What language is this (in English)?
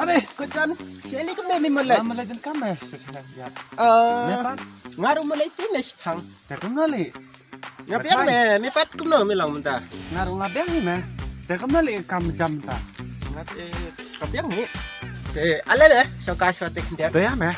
Khasi